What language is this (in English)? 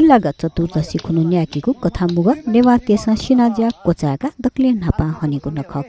Newari